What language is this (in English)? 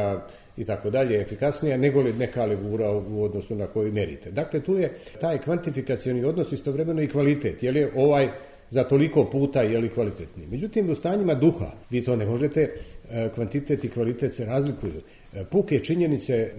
Serbian